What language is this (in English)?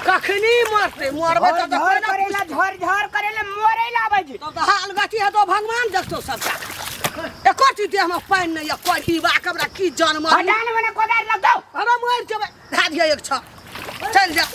Maithili